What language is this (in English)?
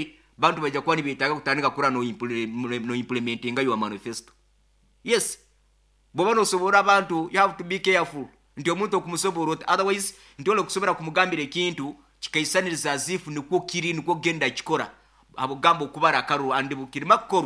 Nyoro